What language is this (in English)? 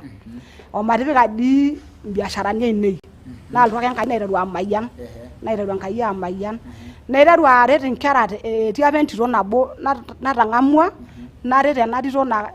Masai